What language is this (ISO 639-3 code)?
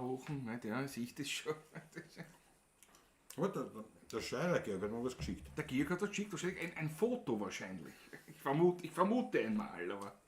bar